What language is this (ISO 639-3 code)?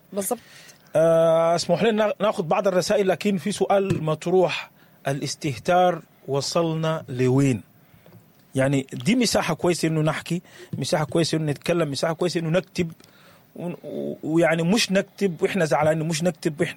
apd